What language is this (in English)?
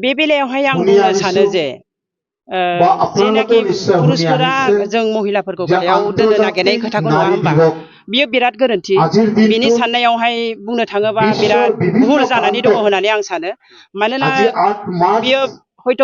Bodo